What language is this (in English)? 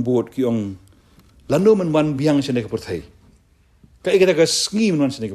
Khasi